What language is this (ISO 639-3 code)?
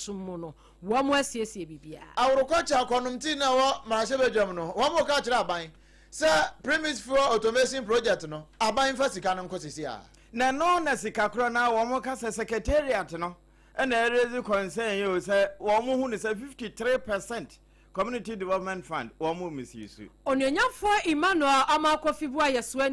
aka